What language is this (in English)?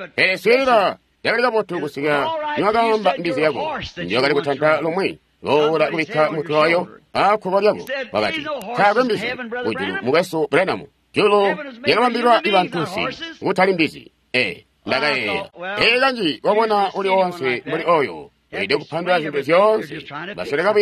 Tonga (Zambia)